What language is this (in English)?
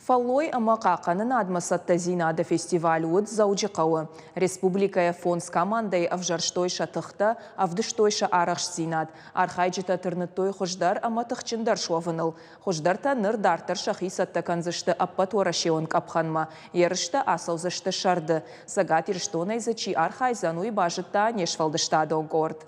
Ossetic